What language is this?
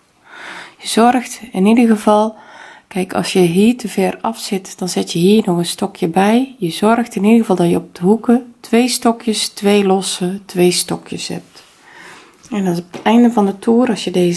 Dutch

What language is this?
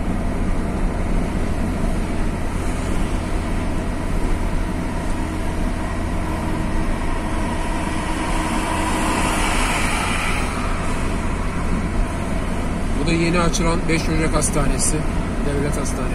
Turkish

